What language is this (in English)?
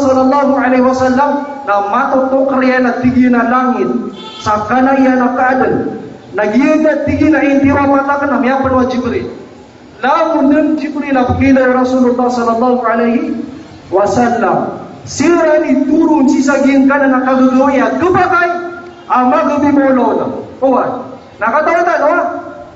Maranao